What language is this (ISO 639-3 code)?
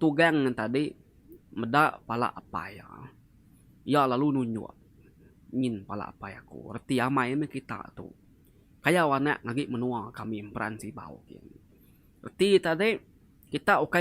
iba